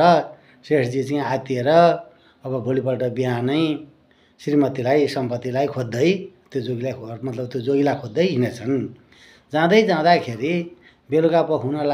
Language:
Nepali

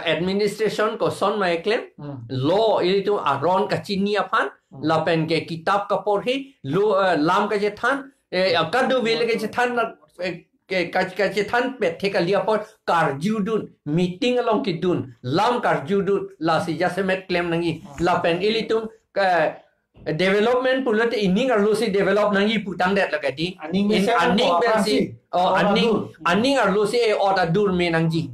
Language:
Karbi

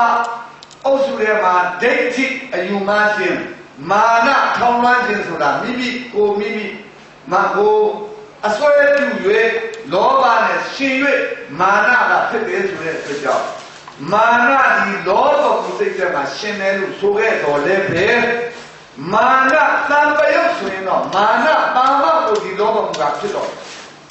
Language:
Burmese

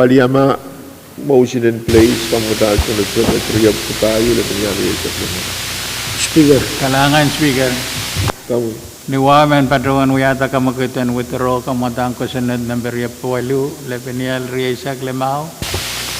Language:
Pohnpeian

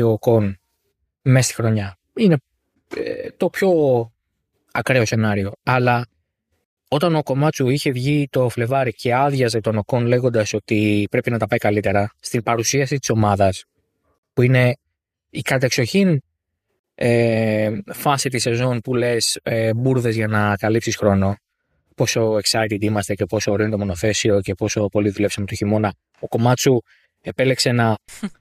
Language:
Greek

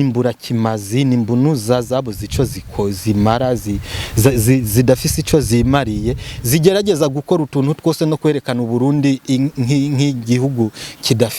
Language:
Rundi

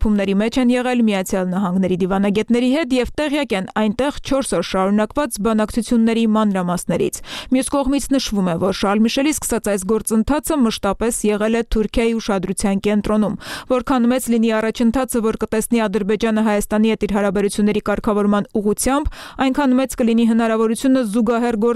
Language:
Armenian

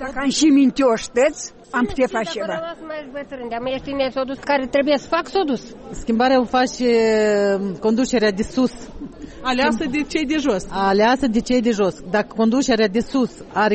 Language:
Romanian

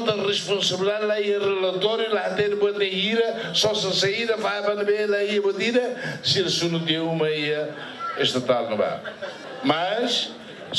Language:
Tetum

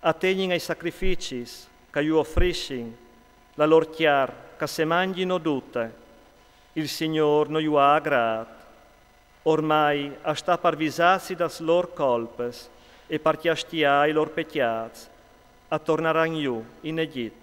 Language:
Friulian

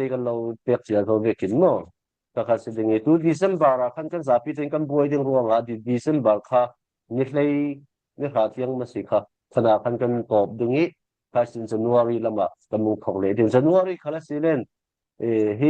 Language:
Falam Chin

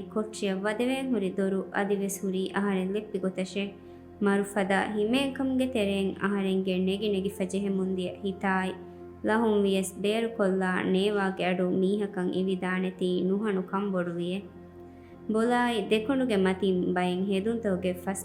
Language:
Divehi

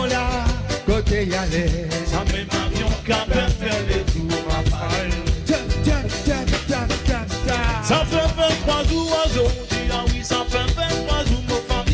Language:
Morisyen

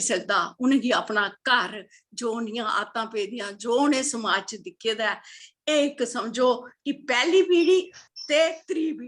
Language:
Dogri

